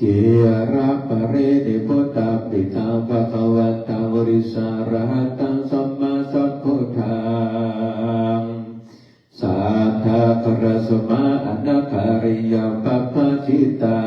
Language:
Pali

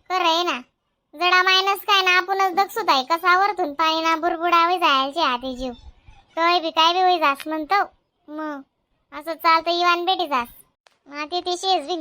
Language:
Khandesi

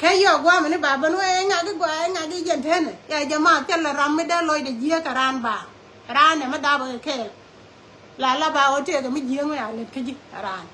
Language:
Nuer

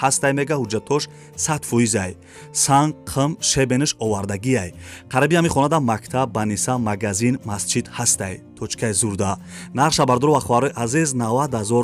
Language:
Tajik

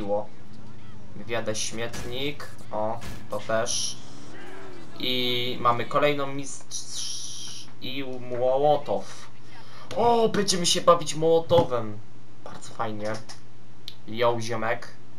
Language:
Polish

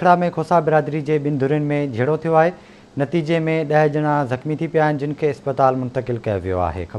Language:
Sindhi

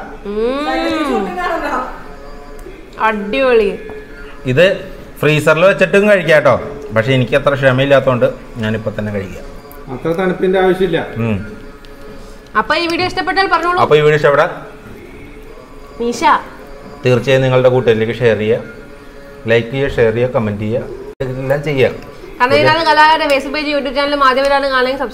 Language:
Malayalam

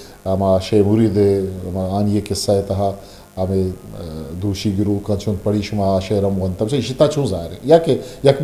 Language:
Eastern Balochi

